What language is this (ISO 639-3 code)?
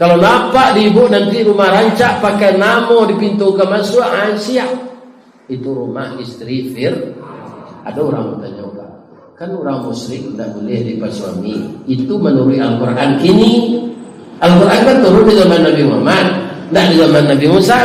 min